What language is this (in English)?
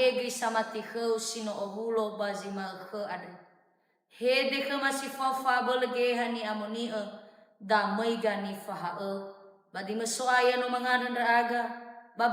Nias